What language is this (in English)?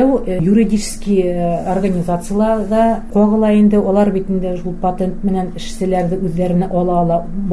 Bashkir